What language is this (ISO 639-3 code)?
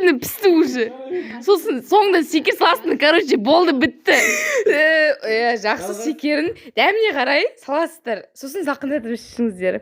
kaz